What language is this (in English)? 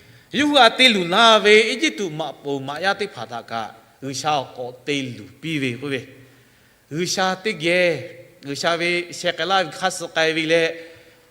Lahu